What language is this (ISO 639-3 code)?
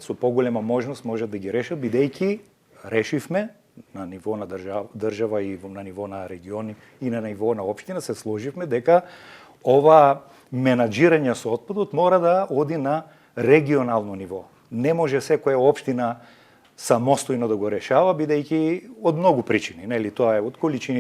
mkd